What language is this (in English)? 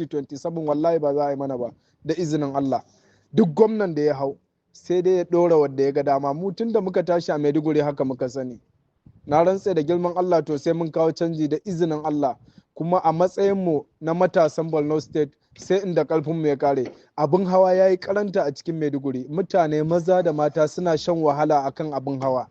Hausa